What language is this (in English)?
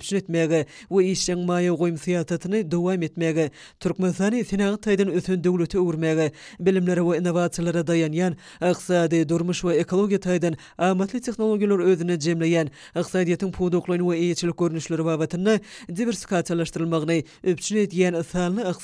Turkmen